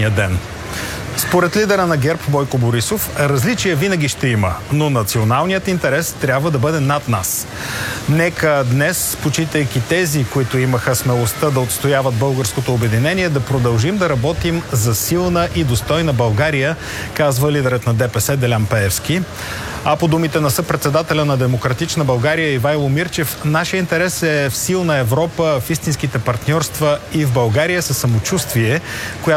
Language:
Bulgarian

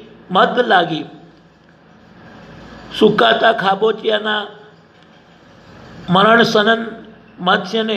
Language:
Gujarati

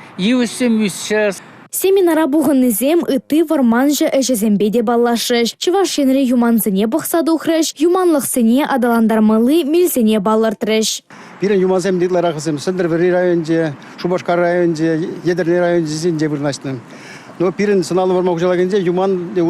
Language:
Chuvash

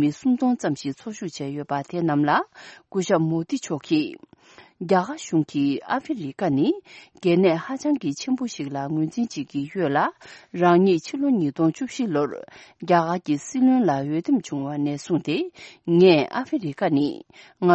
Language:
Tibetan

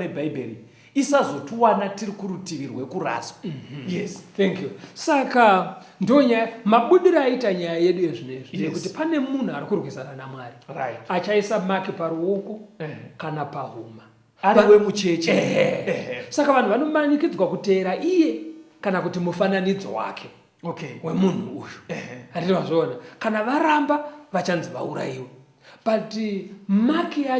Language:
Shona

